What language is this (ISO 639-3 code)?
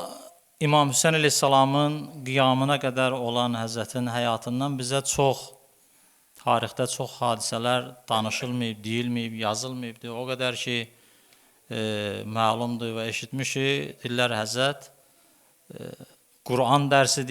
aze